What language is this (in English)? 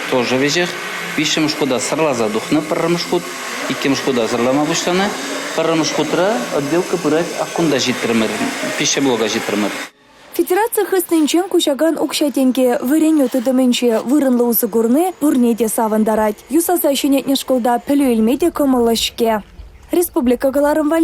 Chuvash